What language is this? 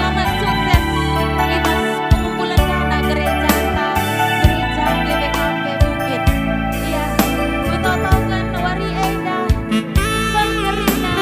Batak Karo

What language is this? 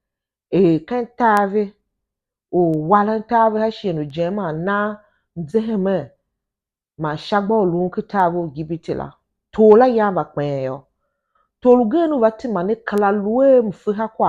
Tiv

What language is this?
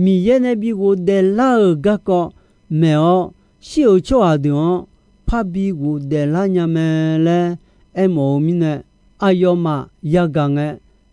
Akha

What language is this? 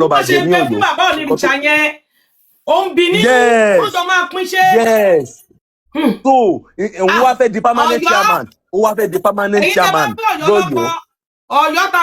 Yoruba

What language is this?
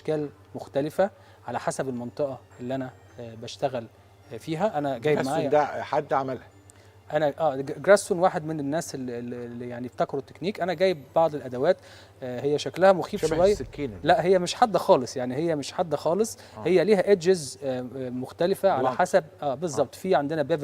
Egyptian Arabic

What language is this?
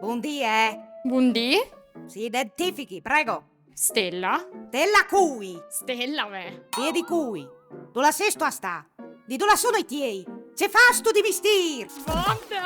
Friulian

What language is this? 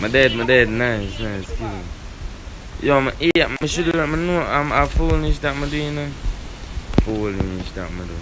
Jamaican Creole English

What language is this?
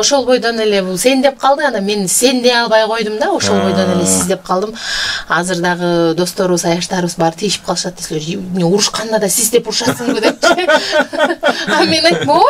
Kyrgyz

